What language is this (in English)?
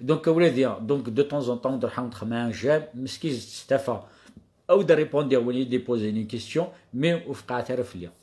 Kabyle